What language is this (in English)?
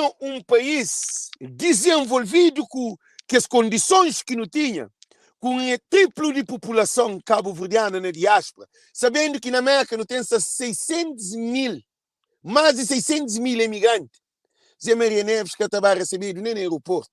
Kabuverdianu